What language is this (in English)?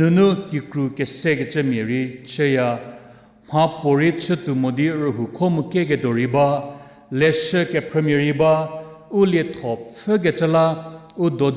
Angami Naga